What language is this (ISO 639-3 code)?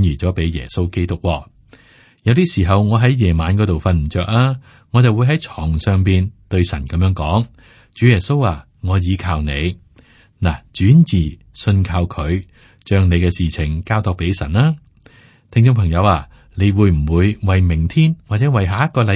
yue